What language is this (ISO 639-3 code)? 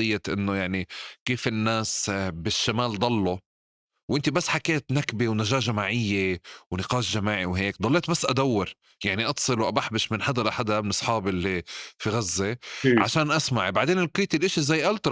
apc